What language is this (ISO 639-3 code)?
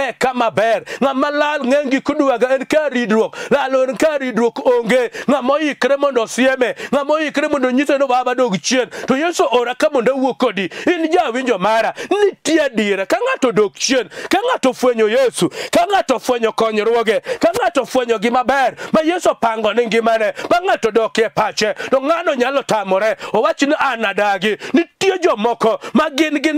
luo